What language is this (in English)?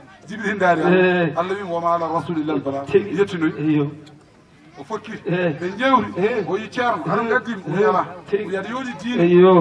Fula